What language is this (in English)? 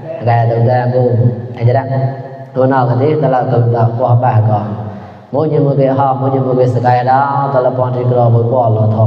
Mon